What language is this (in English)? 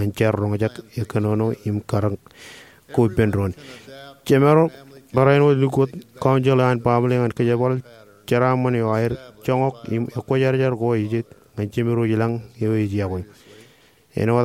Marshallese